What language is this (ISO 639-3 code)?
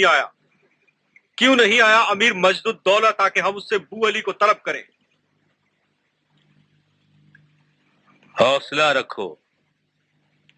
urd